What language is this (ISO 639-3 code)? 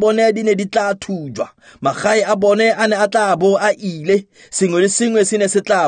tsn